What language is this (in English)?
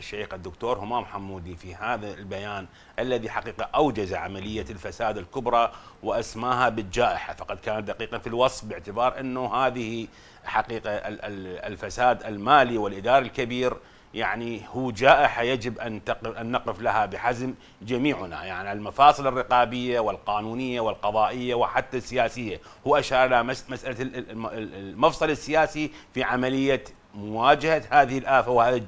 Arabic